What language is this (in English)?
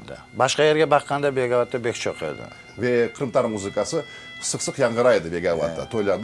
Crimean Tatar